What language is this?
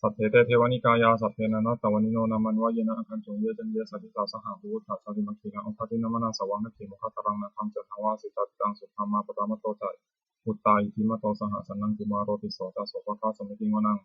Pali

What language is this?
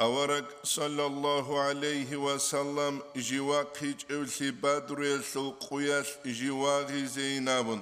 Avaric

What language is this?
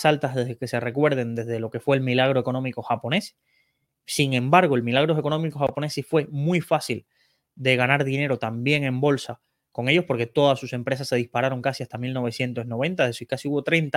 Spanish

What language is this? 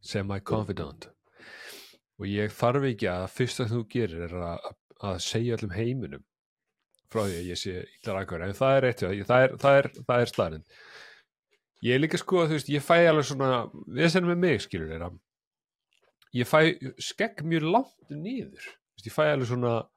Icelandic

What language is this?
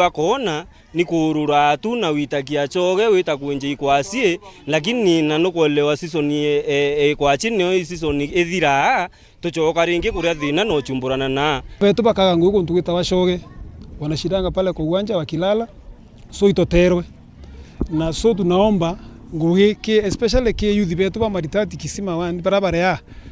Meru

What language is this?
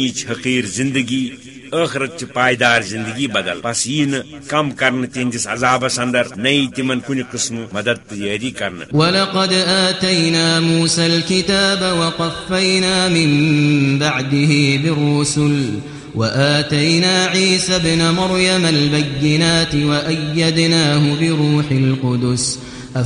Kashmiri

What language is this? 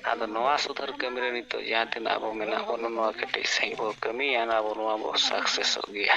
Santali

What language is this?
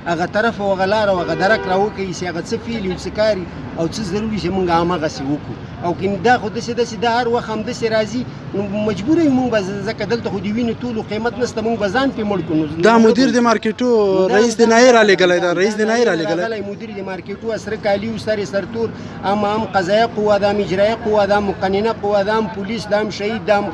Pashto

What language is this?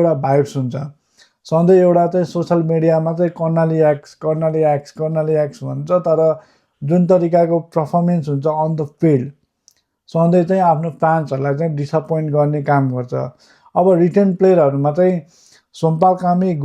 Nepali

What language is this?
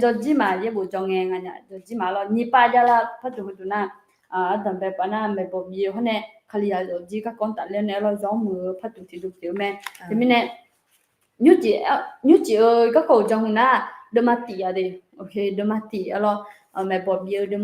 Akha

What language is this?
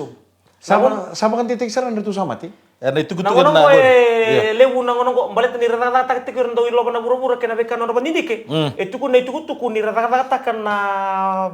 Fijian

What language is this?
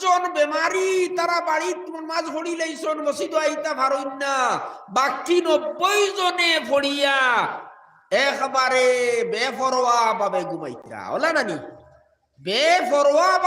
Sylheti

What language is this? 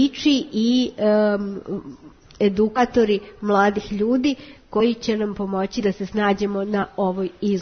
Serbian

